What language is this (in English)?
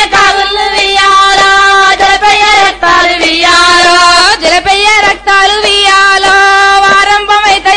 Telugu